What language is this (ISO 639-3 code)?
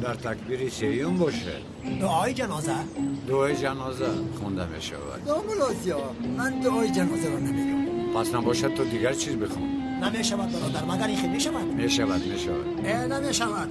tgk